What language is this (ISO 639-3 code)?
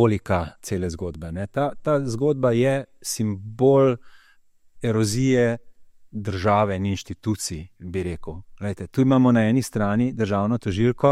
slv